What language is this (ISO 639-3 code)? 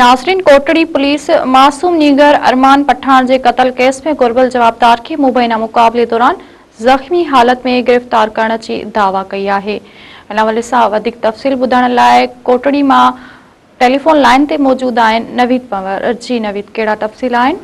snd